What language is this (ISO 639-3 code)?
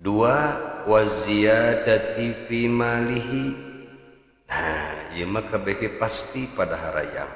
sun